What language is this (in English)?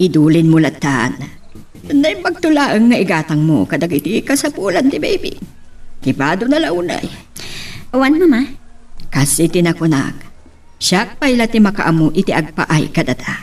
Iloko